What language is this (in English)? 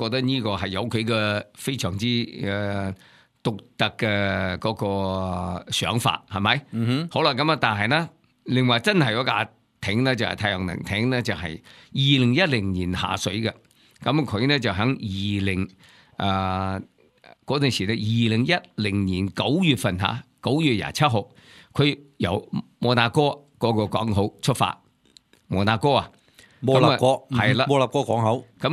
Cantonese